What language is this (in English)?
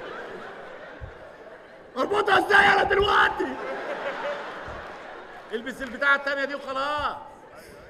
Egyptian Arabic